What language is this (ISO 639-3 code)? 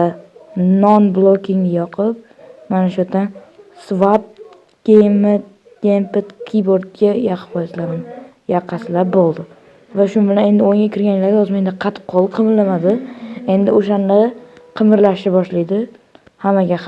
uzb